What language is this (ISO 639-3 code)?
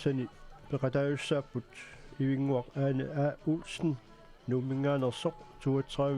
kal